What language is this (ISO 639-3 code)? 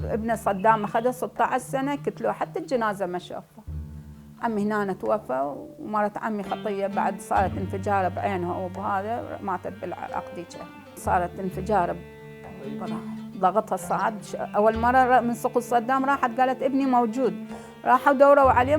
acm